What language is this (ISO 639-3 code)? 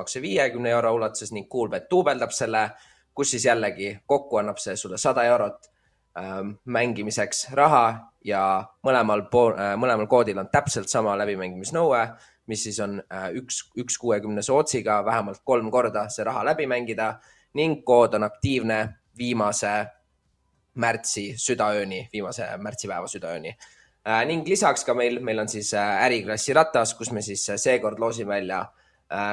est